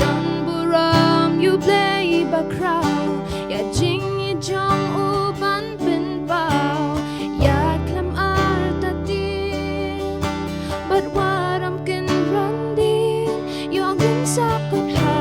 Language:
Khasi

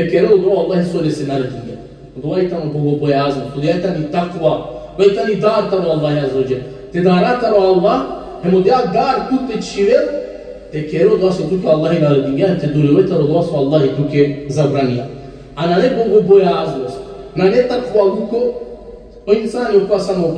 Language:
Balkan Romani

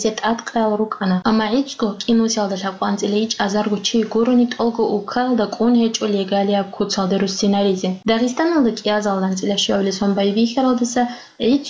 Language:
Avaric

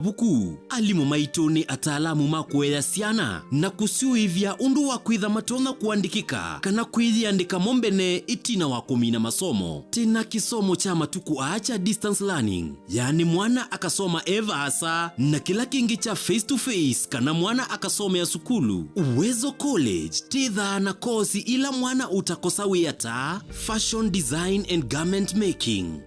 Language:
Kamba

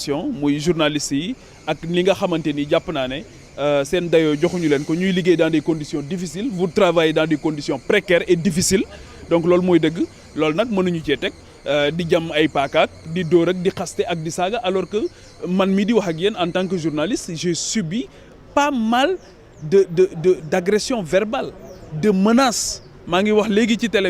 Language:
Wolof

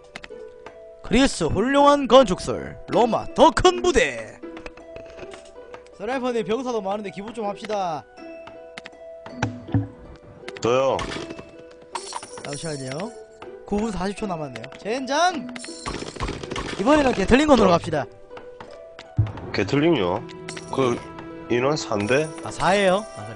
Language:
Korean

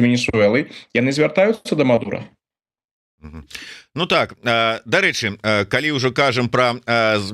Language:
Belarusian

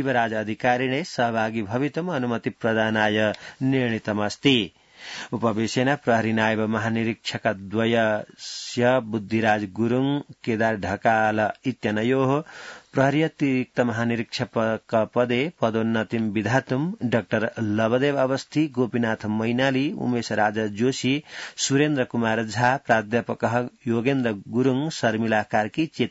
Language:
Sanskrit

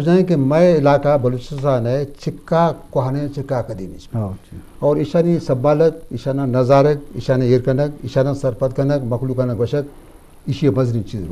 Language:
Eastern Balochi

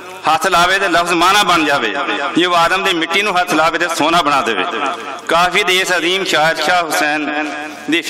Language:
Western Panjabi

